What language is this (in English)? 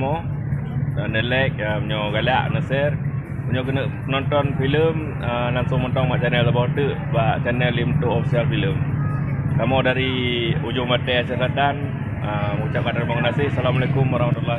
Achinese